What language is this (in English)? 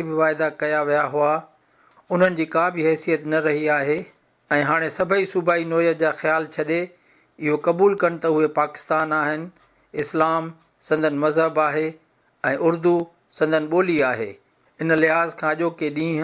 Sindhi